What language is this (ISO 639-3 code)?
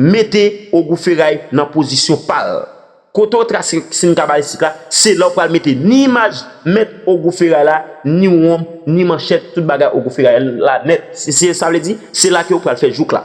hat